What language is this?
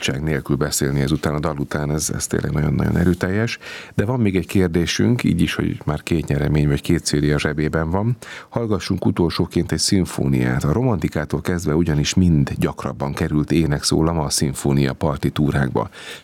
Hungarian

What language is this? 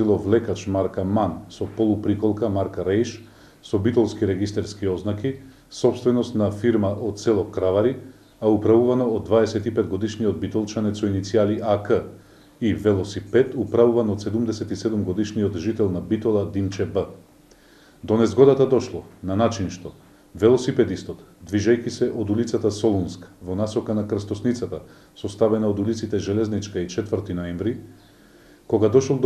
Macedonian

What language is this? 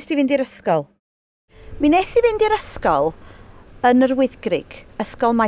Welsh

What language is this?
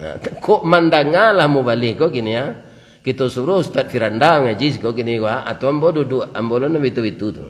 Minangkabau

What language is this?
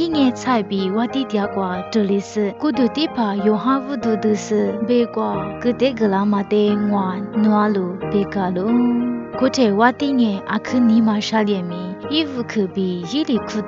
Lisu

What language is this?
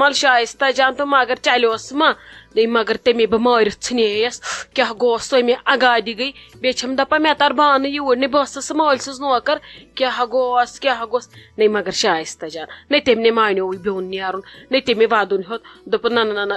Kashmiri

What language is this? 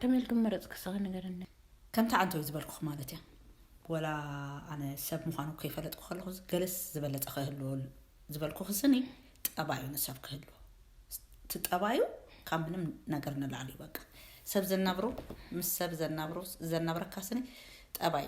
Tigrinya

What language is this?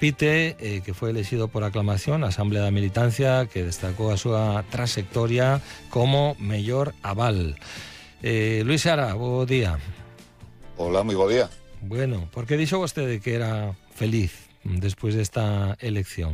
Galician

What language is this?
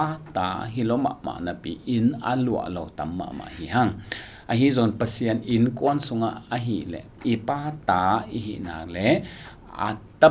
Tedim Chin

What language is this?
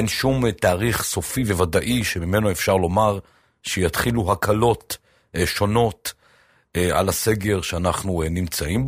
Hebrew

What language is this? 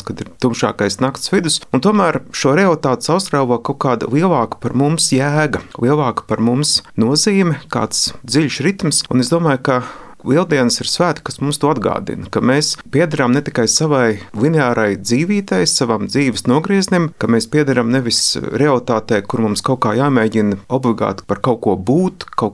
Latvian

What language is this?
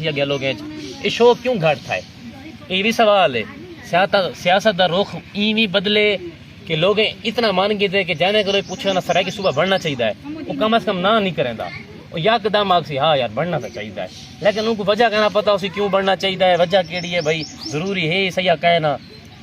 Saraiki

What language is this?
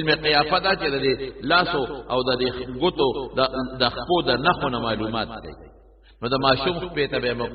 Pashto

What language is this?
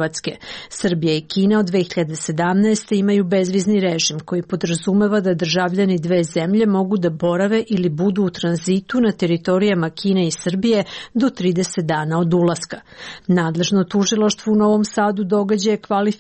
Serbian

